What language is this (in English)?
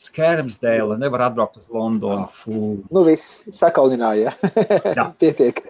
Latvian